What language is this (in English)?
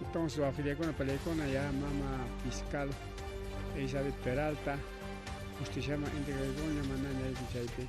Ayacucho Quechua